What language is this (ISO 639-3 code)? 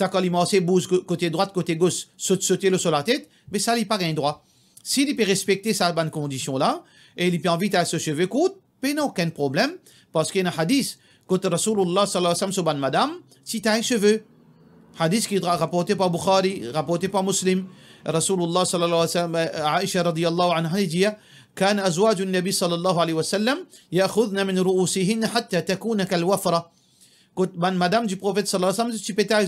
mfe